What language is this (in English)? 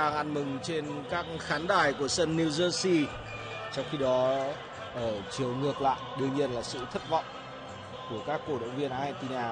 Vietnamese